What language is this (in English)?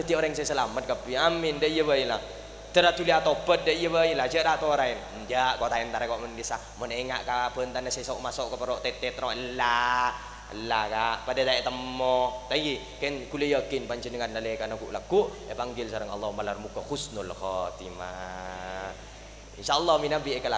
Madurese